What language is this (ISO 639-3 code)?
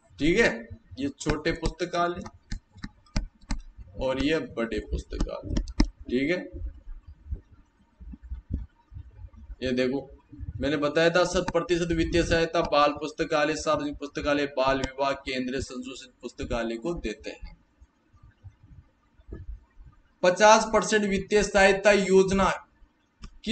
hin